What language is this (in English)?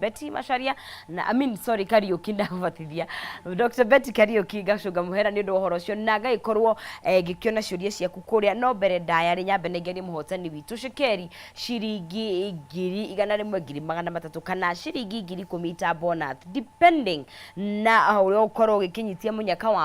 Kikuyu